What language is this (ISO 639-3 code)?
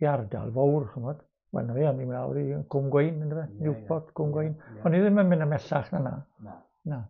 cym